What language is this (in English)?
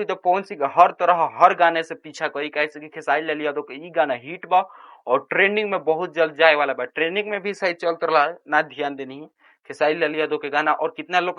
Bhojpuri